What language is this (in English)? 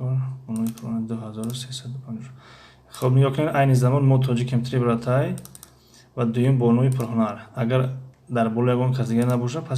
Tajik